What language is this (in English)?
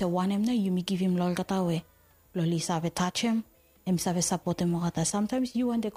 Bislama